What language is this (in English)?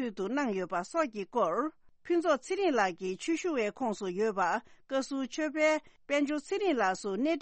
Tibetan